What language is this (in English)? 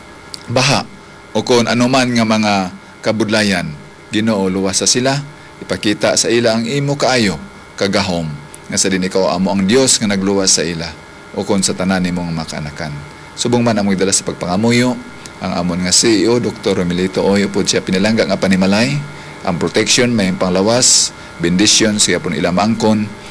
Hiligaynon